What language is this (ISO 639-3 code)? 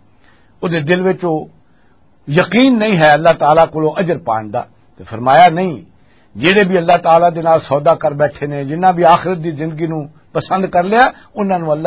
lah